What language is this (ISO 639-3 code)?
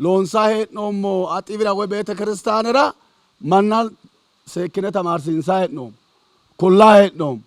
sid